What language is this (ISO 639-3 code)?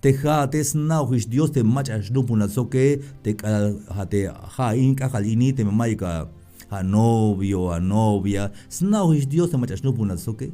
tzh